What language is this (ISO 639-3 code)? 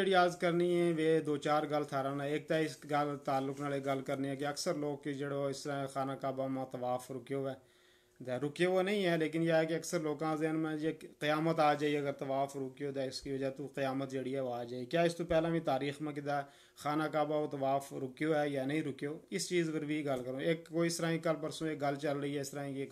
gju